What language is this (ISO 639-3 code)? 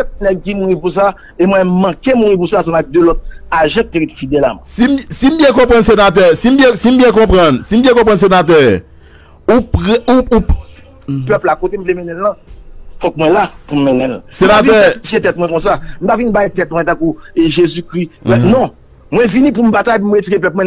hat